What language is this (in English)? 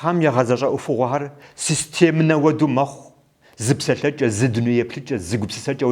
Kabardian